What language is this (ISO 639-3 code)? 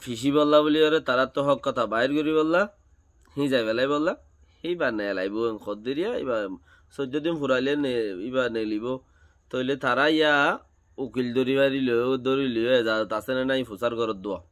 rhg